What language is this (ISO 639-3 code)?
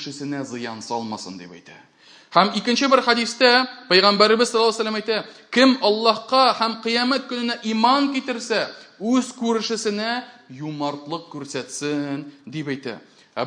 tat